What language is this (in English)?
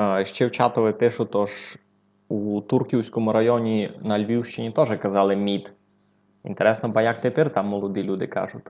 Rusyn